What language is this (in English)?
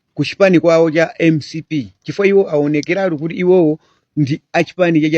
Nyanja